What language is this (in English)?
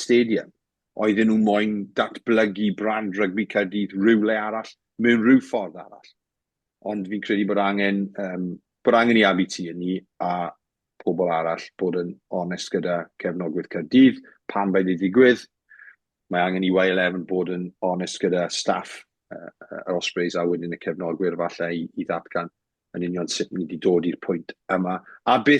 Welsh